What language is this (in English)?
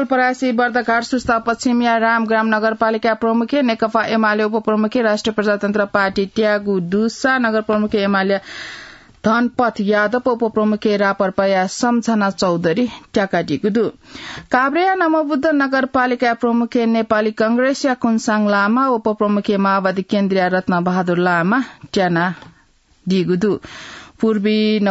Newari